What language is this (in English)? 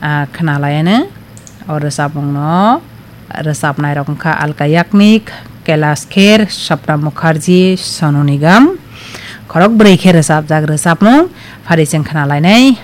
Kok Borok